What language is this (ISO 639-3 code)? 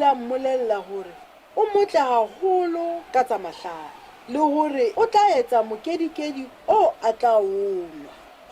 sot